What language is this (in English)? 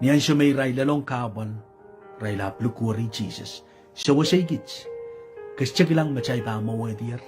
Pohnpeian